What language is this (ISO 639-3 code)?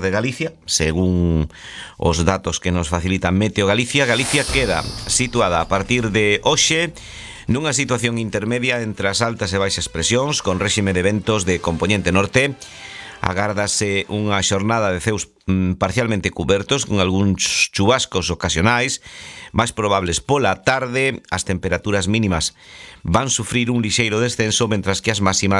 glg